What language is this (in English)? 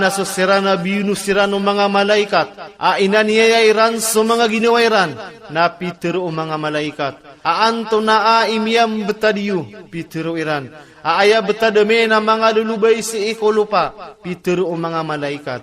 Maranao